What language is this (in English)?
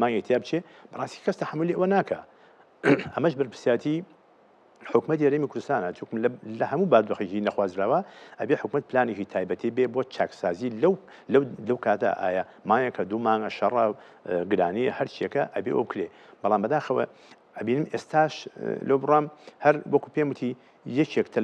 Central Kurdish